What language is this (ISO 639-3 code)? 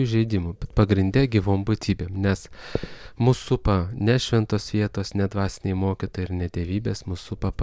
lit